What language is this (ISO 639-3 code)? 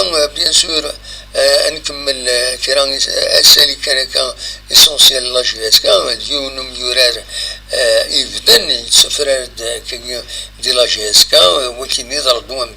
kab